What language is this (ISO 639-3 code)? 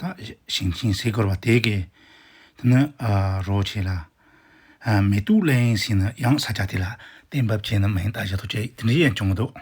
bod